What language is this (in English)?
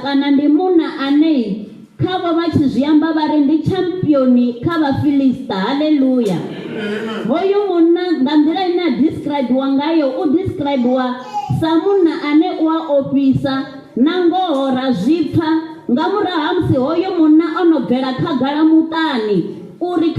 Venda